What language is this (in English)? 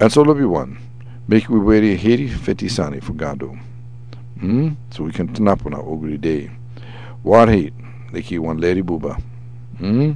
Sranan Tongo